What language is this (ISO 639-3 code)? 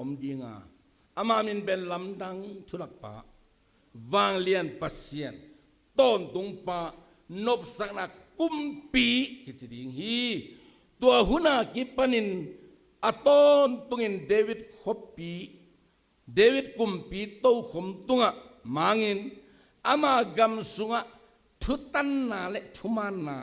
ctd